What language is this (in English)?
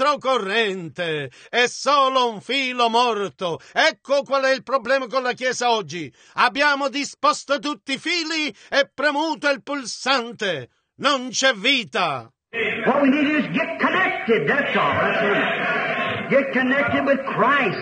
Italian